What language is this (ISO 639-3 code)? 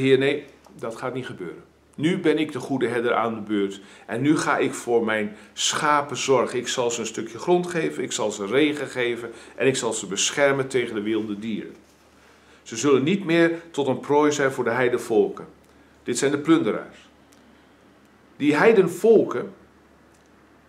nld